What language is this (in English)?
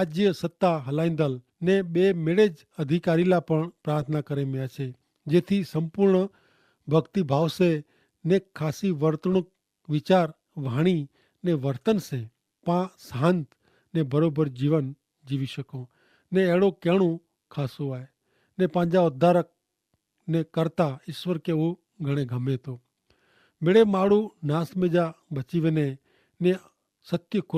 Kachhi